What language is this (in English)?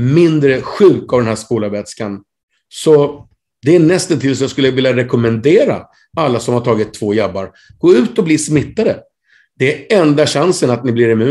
Swedish